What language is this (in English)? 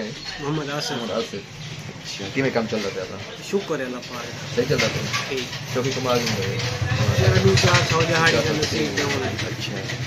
Saraiki